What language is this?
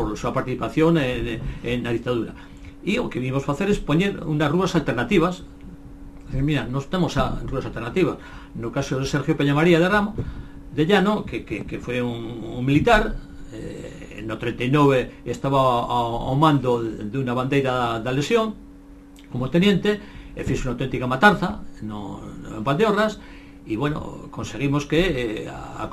Galician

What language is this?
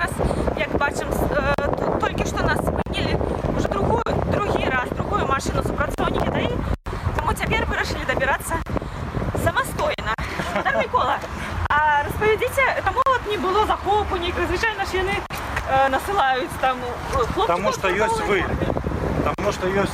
Belarusian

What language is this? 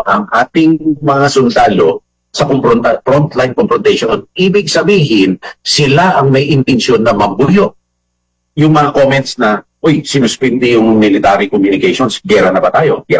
Filipino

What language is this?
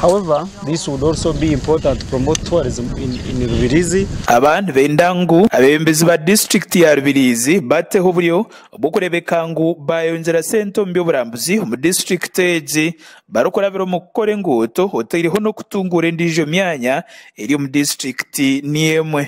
Nyankole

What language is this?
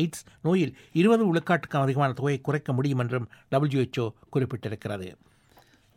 Tamil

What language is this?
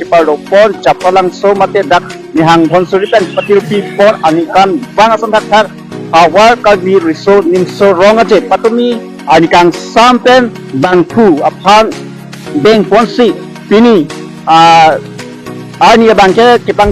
Karbi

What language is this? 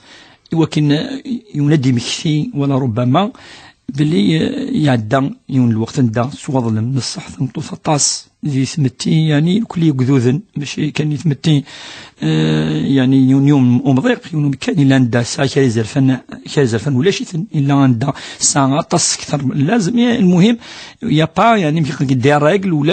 Kabyle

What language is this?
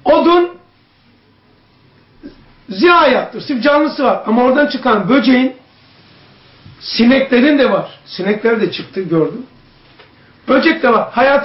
Turkish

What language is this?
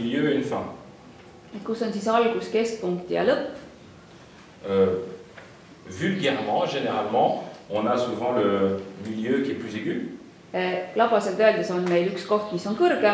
Estonian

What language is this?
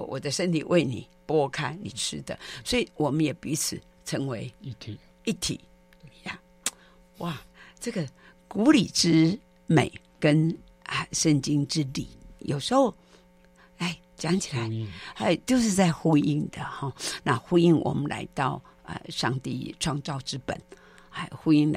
Chinese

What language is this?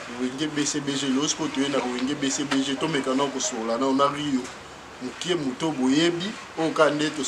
Lingala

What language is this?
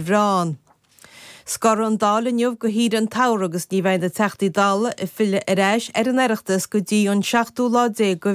Irish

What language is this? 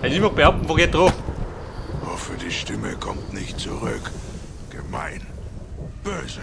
Bavarian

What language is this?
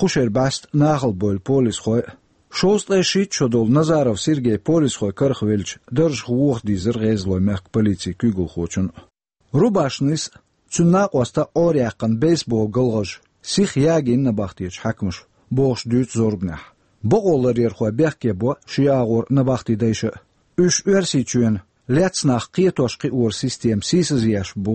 Chechen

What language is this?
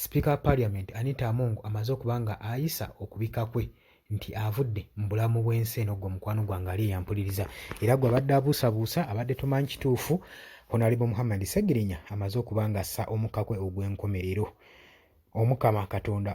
Ganda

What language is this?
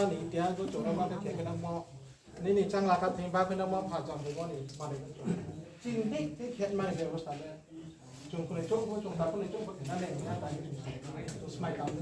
Riang (India)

